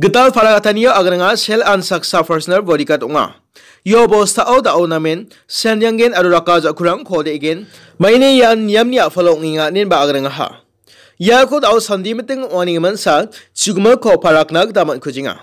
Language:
Garo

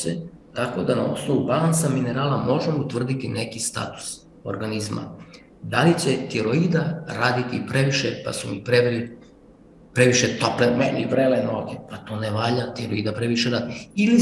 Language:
Serbian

